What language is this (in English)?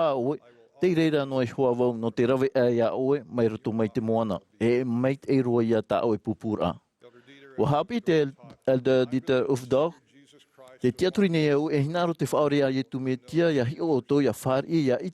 Tahitian